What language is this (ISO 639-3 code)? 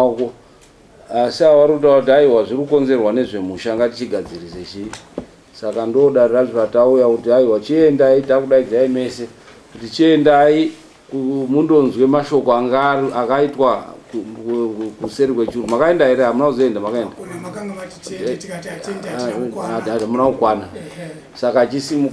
sna